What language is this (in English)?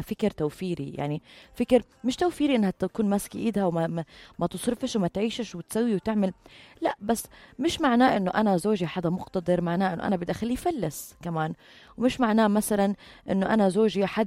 North Levantine Arabic